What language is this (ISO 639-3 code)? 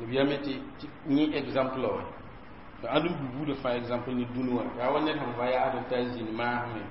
mos